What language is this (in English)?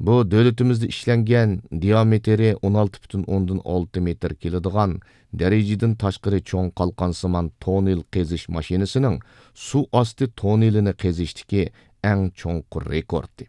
Uyghur